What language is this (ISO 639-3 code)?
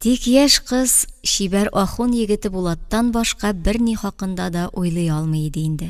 tat